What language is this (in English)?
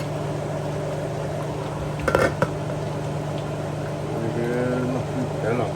S'gaw Karen